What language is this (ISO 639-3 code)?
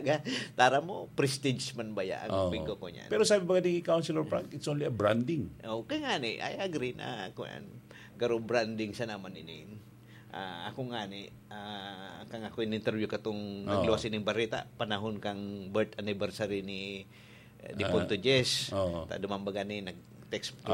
bik